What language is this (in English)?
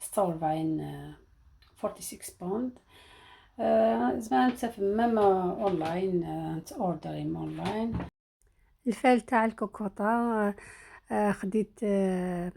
Algerian Arabic